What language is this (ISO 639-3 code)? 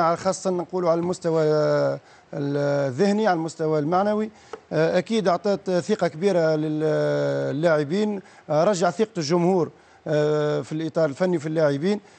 aeb